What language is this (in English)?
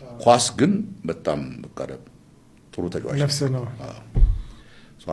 Amharic